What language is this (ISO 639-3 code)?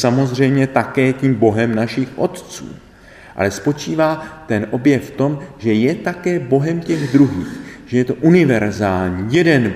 ces